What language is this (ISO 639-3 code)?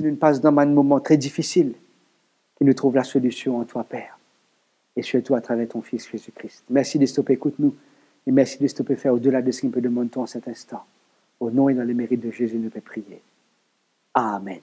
mfe